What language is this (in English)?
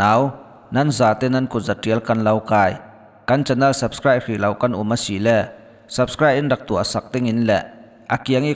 Falam Chin